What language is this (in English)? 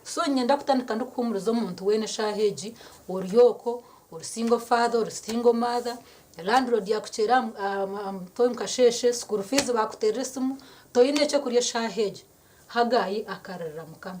Nyankole